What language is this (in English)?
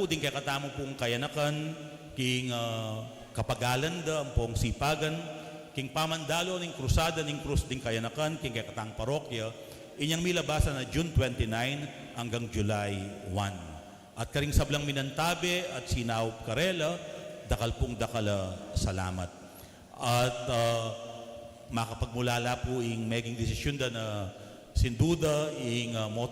Pampanga